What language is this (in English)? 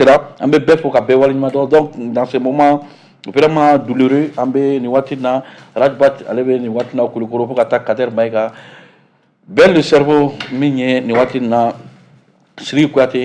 Bambara